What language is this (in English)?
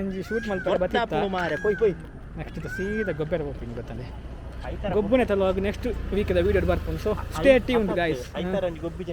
Tulu